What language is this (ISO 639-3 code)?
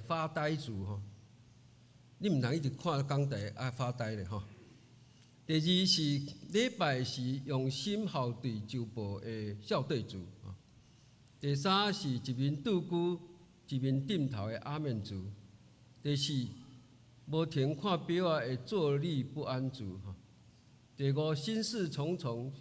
nan